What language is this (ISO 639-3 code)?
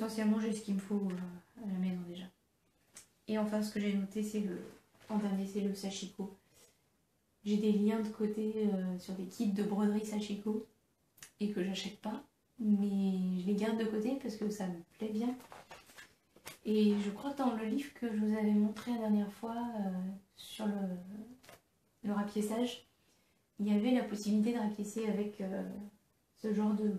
fra